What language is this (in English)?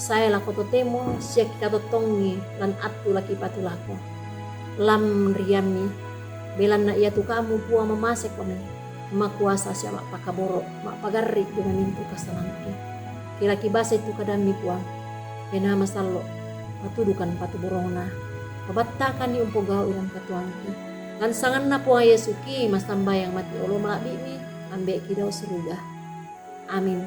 Toraja-Sa'dan